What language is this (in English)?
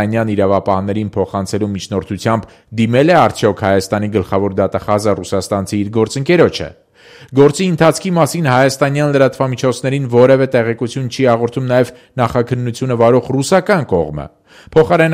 Armenian